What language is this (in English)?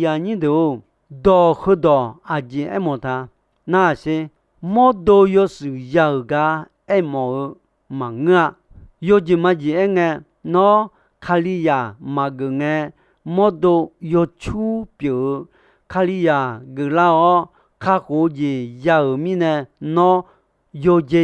Akha